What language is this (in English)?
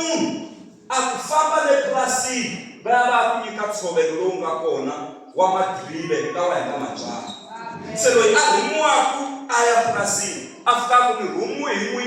Tsonga